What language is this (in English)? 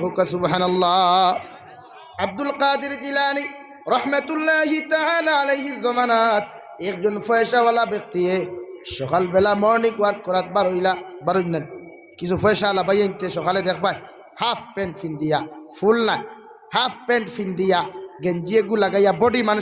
Sylheti